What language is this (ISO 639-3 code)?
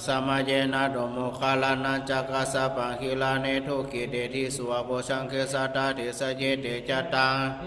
pli